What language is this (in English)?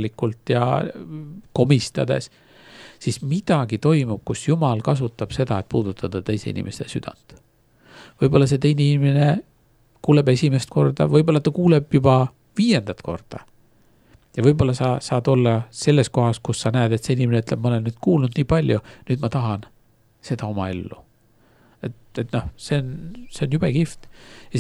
Estonian